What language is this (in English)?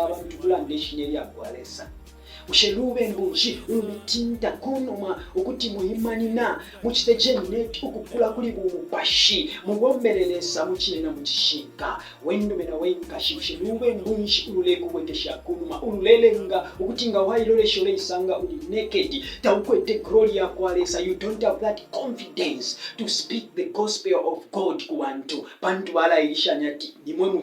Bemba